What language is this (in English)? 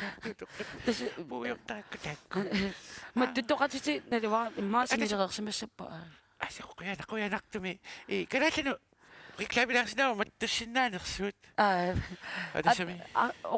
Kalaallisut